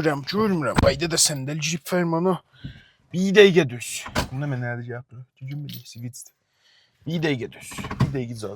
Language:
South Azerbaijani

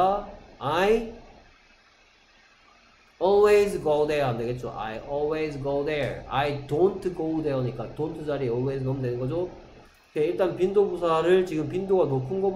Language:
Korean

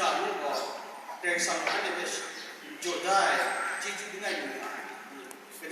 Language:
Kachin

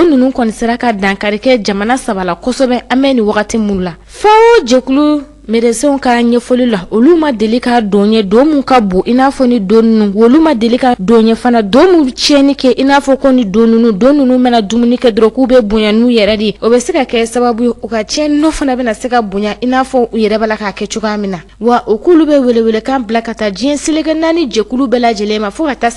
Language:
Bambara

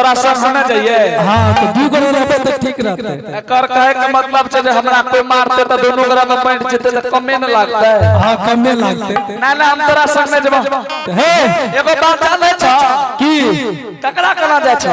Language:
Angika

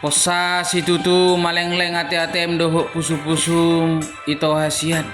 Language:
Batak Toba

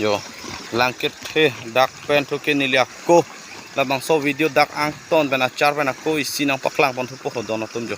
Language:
Karbi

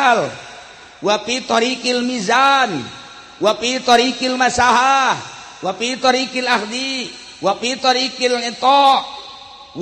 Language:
Sundanese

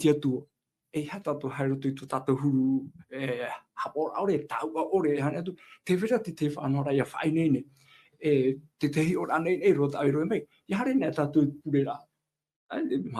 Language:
Tahitian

